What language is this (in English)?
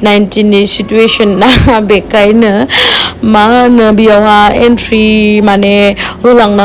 Bodo